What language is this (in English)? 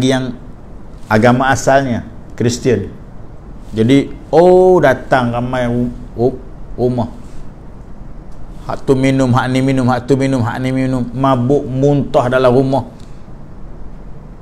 Malay